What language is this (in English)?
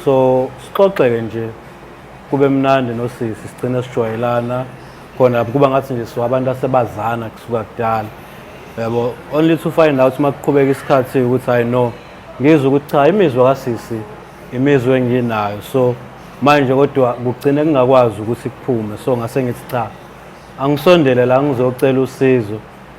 Zulu